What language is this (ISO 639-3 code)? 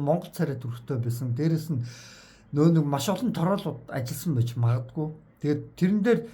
mon